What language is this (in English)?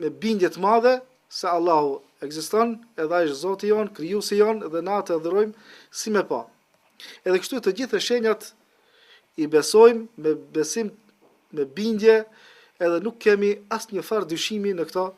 Albanian